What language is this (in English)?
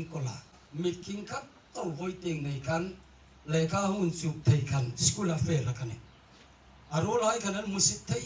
Hmar